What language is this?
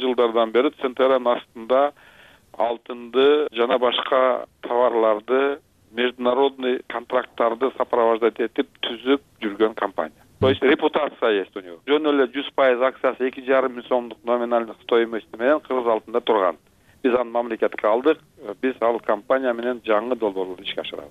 Kyrgyz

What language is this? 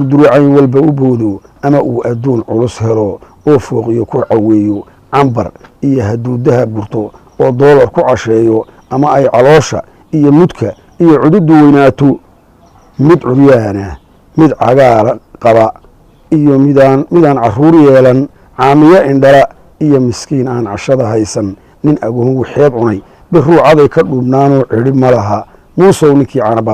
Somali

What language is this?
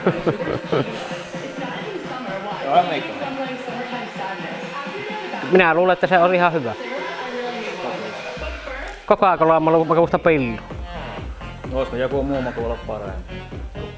Finnish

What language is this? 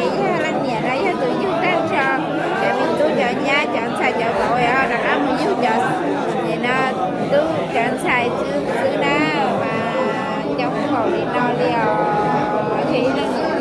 Hmong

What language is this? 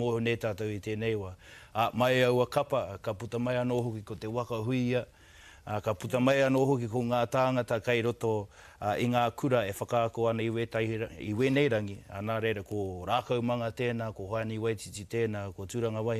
Māori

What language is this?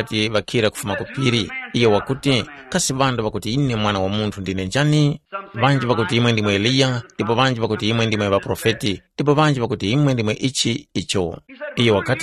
Tumbuka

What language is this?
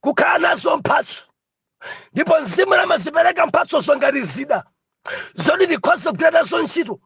Nyanja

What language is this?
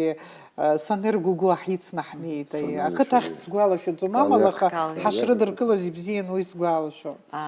Abkhazian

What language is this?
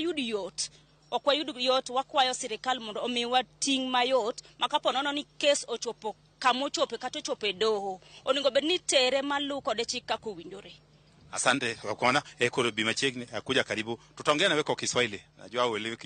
Luo (Kenya and Tanzania)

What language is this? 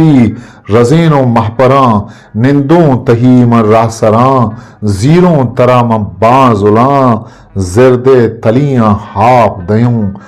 Eastern Balochi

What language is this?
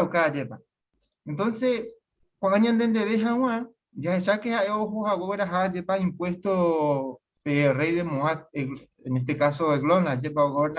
Guarani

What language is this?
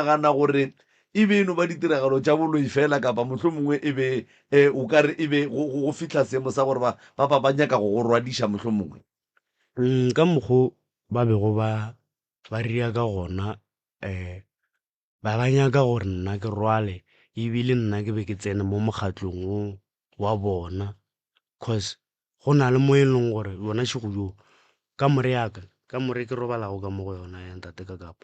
Northern Sotho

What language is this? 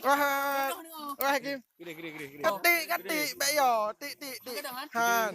Achinese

